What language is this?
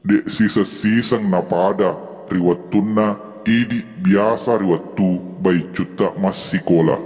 Buginese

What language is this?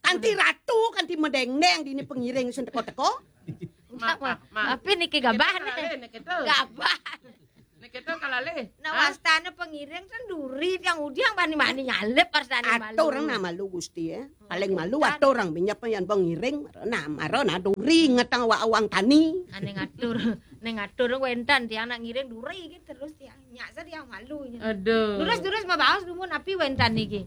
Balinese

